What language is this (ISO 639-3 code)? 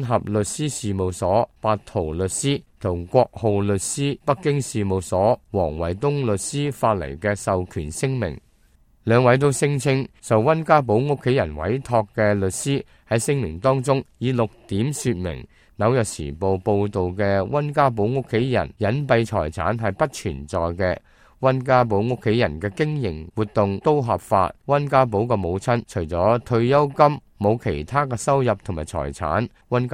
yue